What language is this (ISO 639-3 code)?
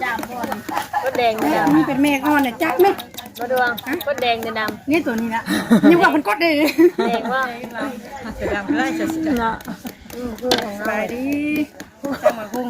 tts